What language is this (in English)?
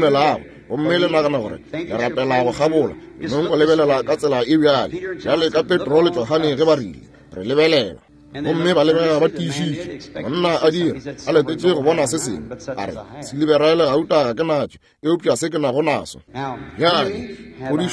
Northern Sotho